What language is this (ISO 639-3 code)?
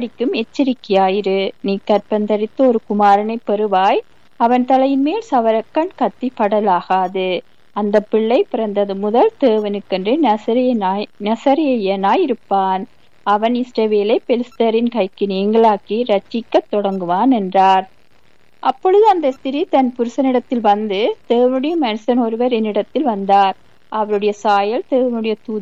tam